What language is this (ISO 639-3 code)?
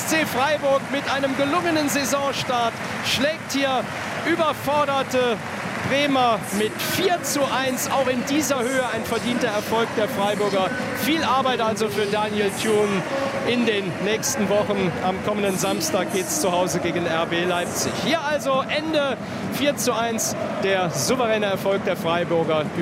deu